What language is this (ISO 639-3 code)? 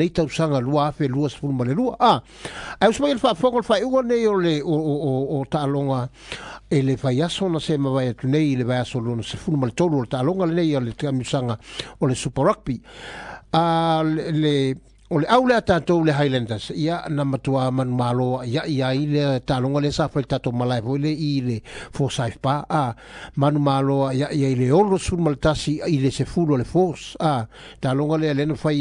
smo